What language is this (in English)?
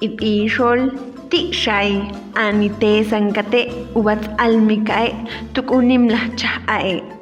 Ixil